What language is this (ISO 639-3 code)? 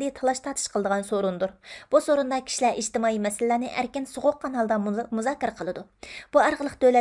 uig